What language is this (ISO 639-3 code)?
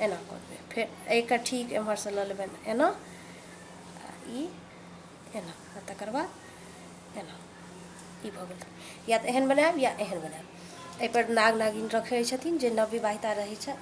mai